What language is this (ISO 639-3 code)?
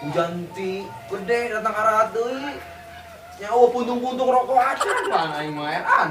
sun